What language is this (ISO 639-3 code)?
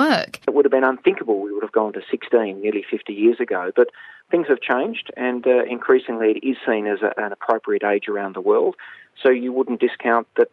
eng